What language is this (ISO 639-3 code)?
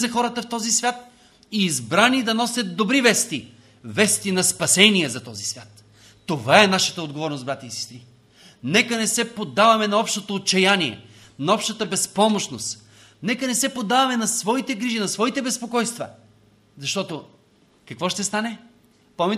bul